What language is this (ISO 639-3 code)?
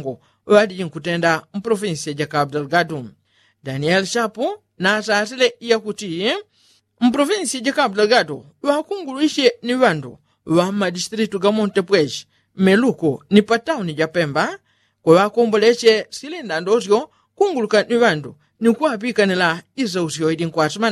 yao